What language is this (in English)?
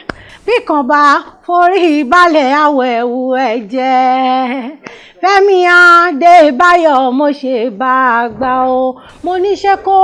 Yoruba